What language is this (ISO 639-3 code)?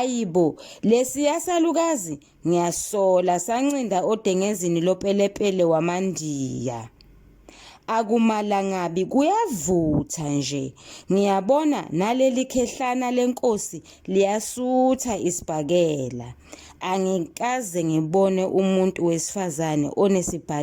zul